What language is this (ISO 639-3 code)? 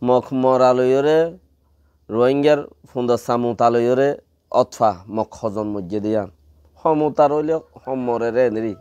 rhg